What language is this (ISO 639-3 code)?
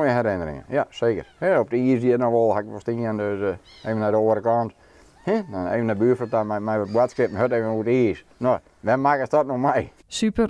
fry